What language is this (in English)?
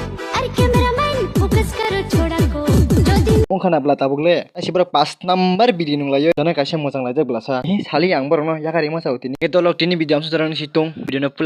Kok Borok